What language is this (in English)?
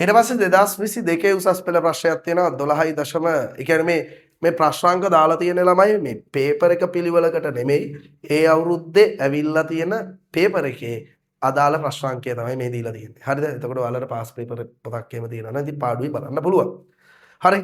Sinhala